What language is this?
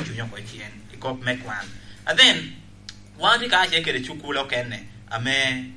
Lango (Uganda)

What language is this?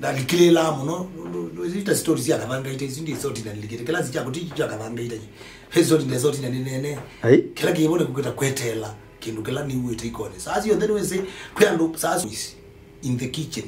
Kamba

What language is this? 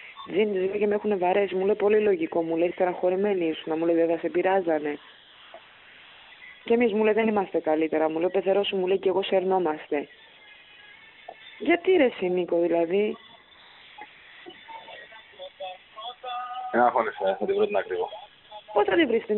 Greek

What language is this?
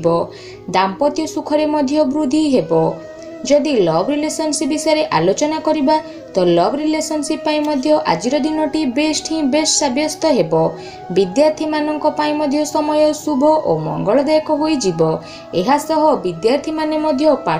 Odia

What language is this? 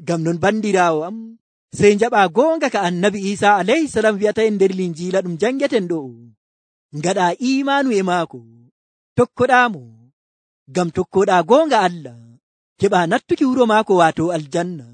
Nigerian Fulfulde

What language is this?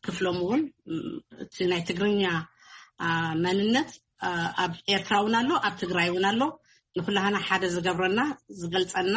Tigrinya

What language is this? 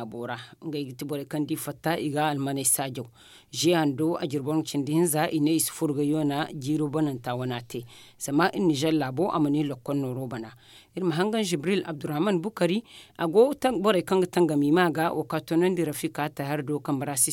Zarma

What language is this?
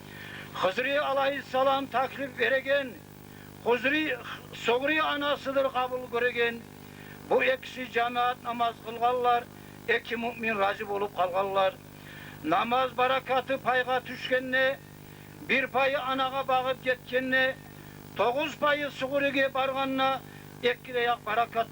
Kumyk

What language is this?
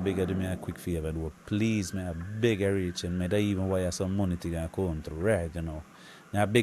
Jamaican Creole English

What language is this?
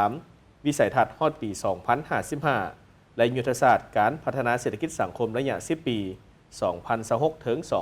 Lao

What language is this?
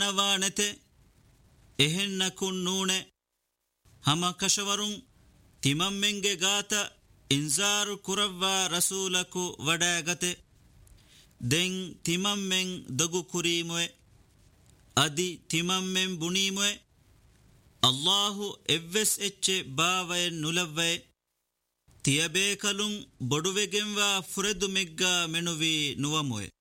Divehi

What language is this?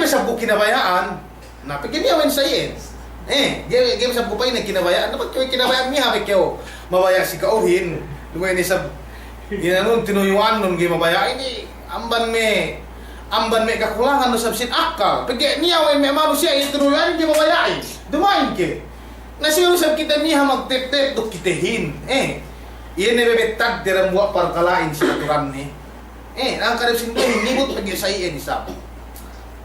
Yakan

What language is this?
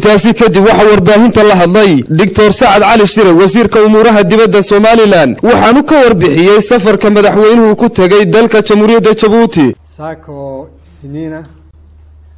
Somali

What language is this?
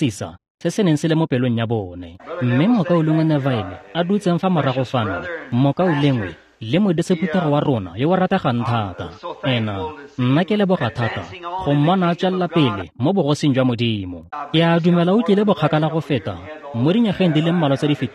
Tswana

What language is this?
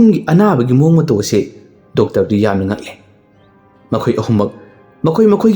Manipuri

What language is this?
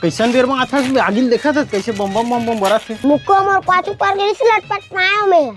Chhattisgarhi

